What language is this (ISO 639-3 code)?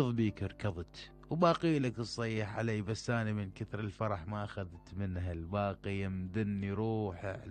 acm